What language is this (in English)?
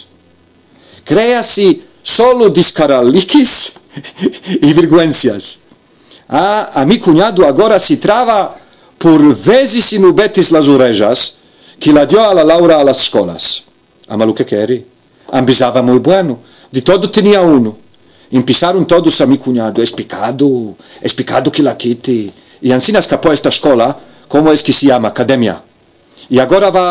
Ladino